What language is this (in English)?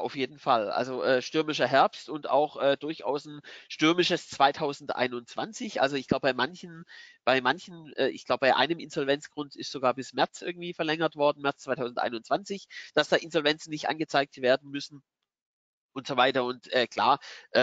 German